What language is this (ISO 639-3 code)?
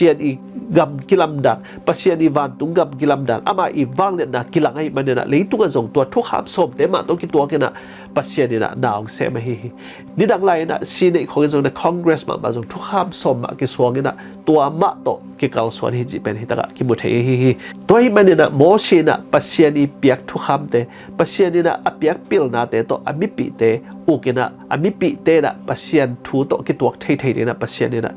ctd